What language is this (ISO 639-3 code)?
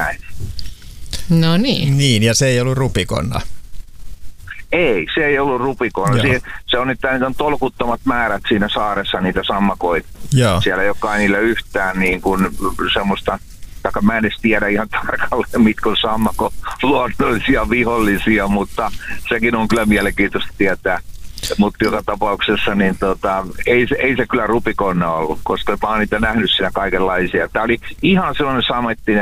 fin